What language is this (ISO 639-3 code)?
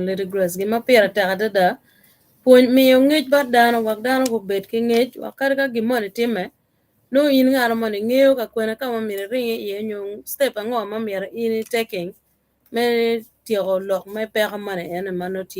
ach